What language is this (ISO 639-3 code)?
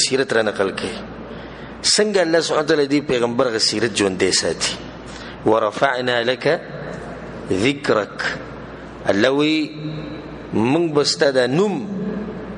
pus